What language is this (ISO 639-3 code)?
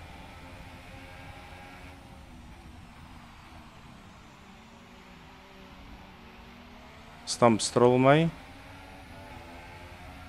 afr